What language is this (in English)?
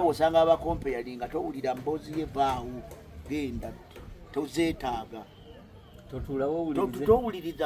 Ganda